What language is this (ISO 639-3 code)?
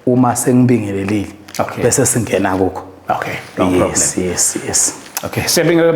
zul